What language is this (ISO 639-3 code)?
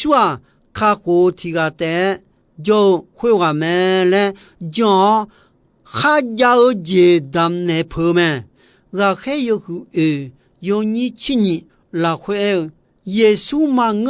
ahk